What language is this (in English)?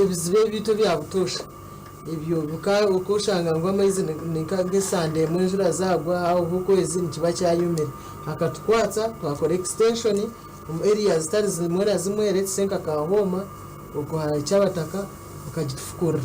Nyankole